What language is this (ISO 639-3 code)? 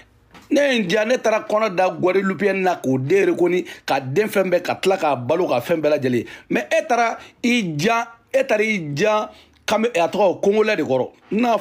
bam